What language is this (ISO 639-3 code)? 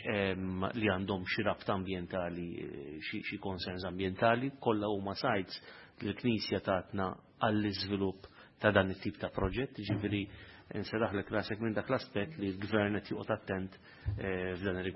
mlt